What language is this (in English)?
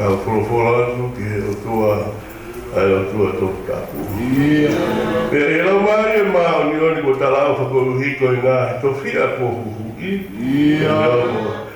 Tongan